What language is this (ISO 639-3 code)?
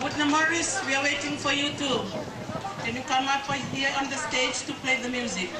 mah